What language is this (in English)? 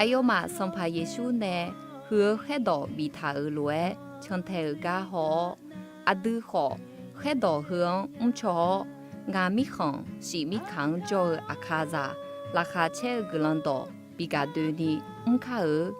Akha